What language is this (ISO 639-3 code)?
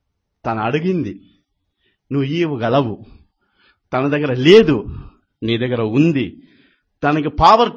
tel